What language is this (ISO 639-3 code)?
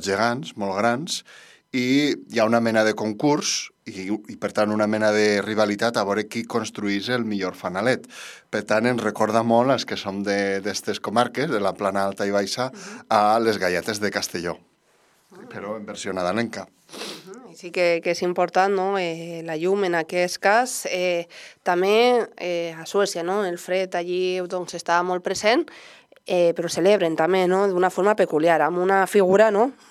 cat